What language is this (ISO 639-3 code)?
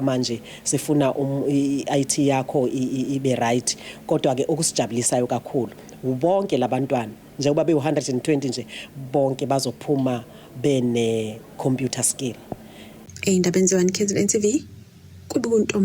zul